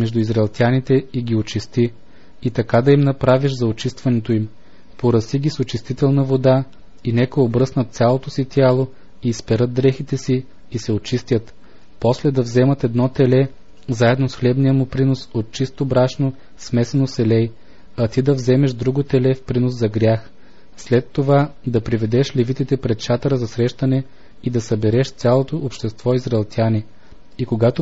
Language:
Bulgarian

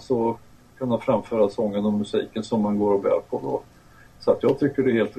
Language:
Swedish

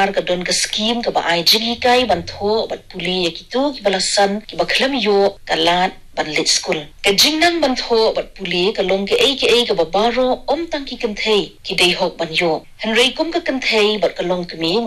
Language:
Khasi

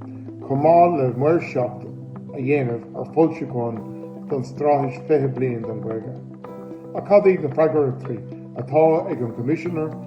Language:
Irish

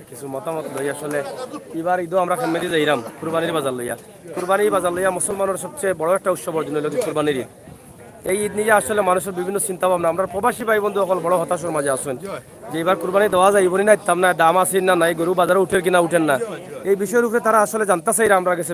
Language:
Sylheti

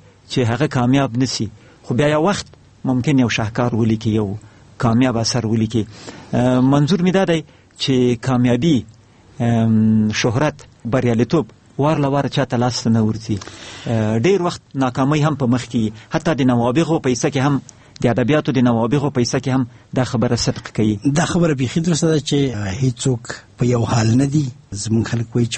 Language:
Pashto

